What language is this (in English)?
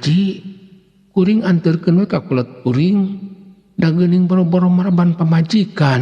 Sundanese